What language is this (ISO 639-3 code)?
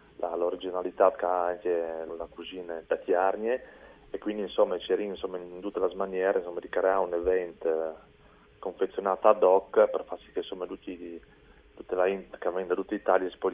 fur